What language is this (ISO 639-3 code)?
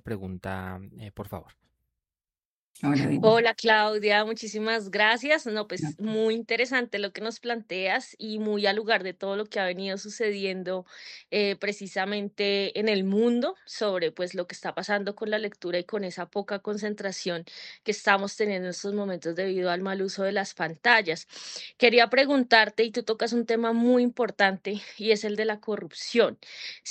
spa